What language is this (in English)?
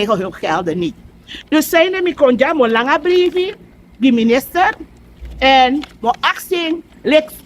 Sranan Tongo